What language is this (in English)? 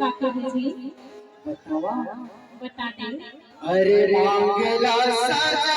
Chhattisgarhi